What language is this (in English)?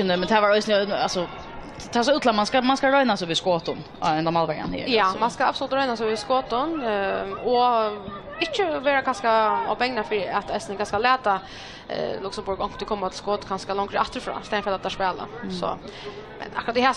Faroese